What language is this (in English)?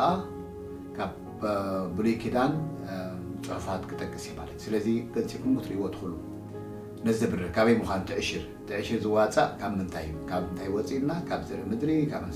Tigrinya